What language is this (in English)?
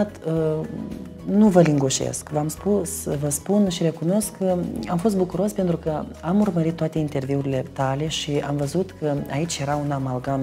Romanian